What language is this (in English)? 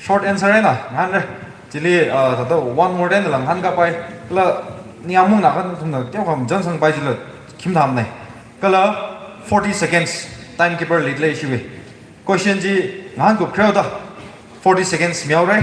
Tangkhul Naga (India)